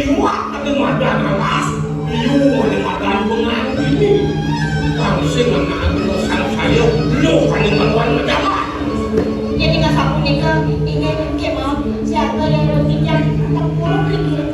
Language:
Balinese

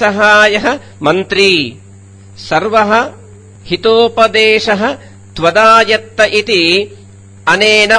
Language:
Sanskrit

